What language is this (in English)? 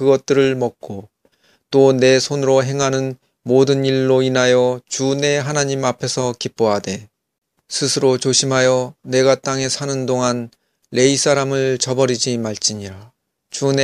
Korean